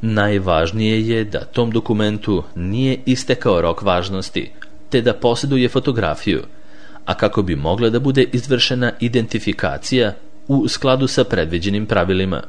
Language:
Serbian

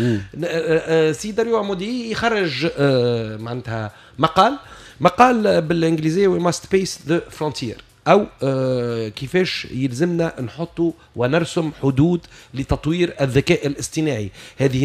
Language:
Tunisian Arabic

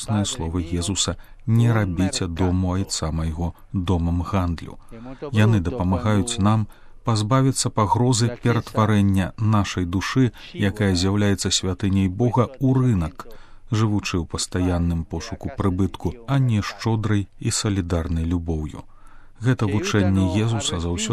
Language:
Belarusian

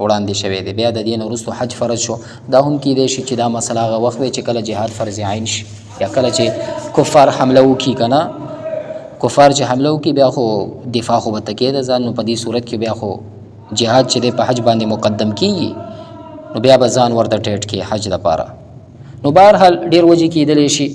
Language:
Pashto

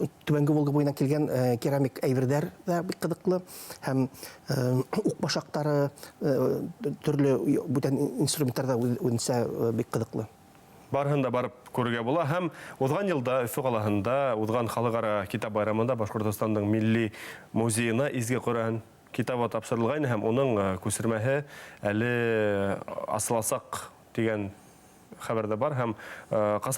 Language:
Bashkir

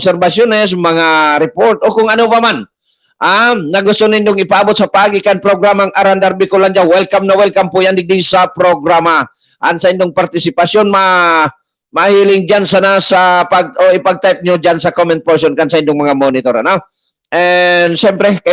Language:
Bikol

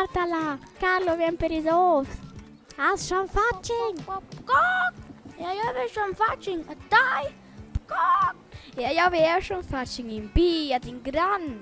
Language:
Romansh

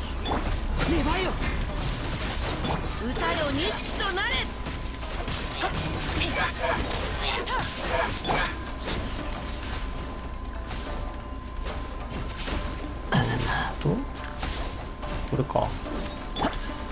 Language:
Japanese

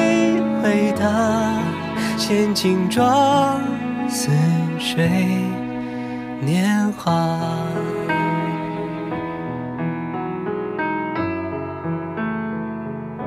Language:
Chinese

